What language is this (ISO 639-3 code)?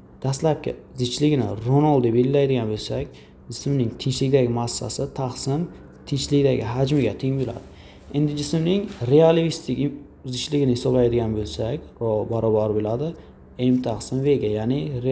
uzb